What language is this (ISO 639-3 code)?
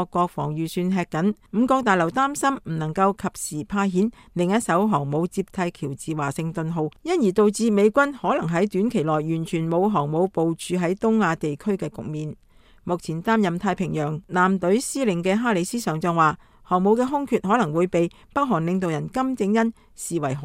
yue